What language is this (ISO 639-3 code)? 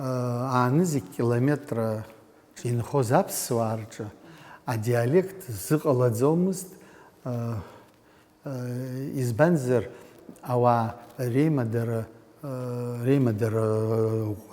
abk